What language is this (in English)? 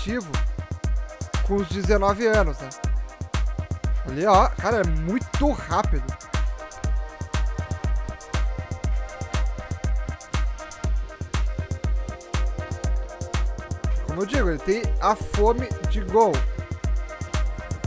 Portuguese